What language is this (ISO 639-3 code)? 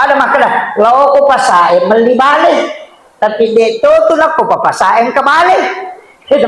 bug